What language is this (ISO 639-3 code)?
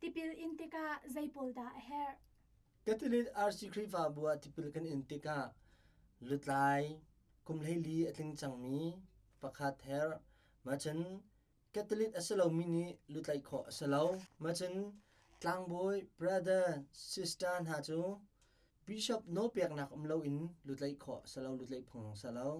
cnh